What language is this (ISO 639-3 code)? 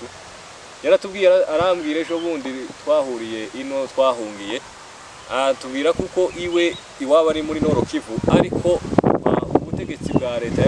kin